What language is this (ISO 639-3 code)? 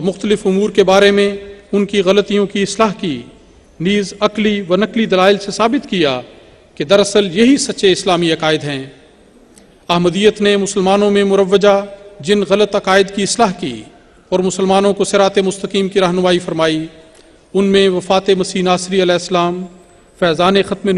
urd